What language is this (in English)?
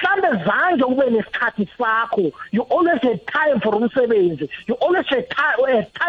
South Ndebele